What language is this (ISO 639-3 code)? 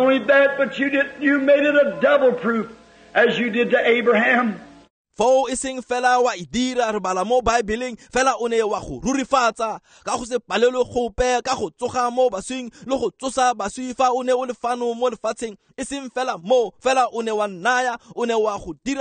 tsn